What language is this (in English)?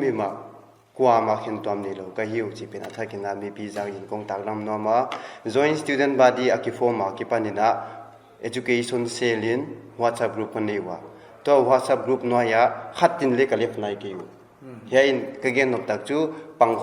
Paite Chin